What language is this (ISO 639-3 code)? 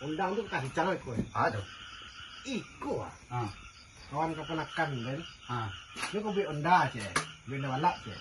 min